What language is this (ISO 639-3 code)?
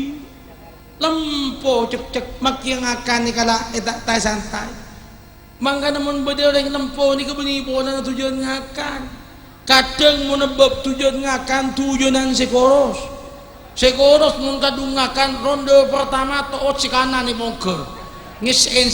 mad